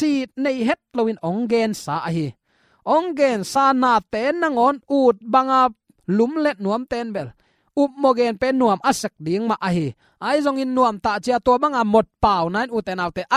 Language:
Tedim Chin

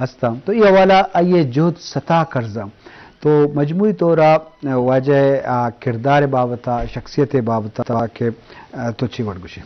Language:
Eastern Balochi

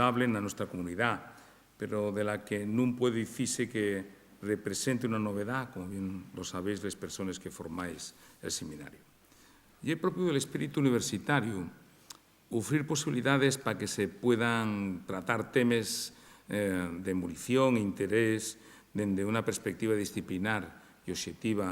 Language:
Asturian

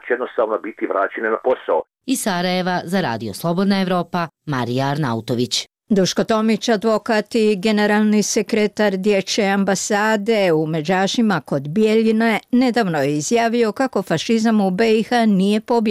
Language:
Bosnian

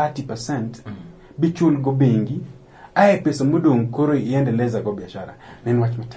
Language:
Luo (Kenya and Tanzania)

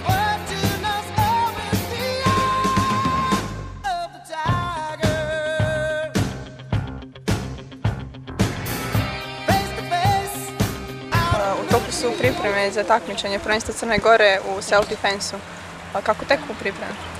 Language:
Serbian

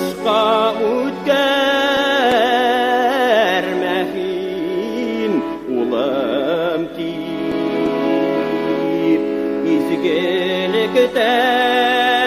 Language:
Bashkir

